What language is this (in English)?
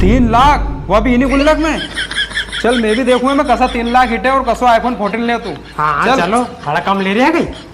Rajasthani